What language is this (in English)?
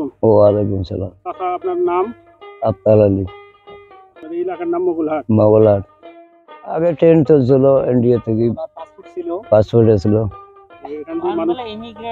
Bangla